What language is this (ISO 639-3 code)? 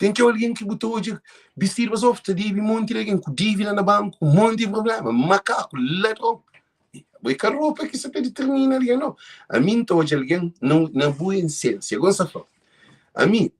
kea